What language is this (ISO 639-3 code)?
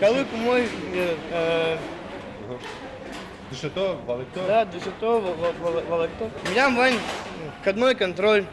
udm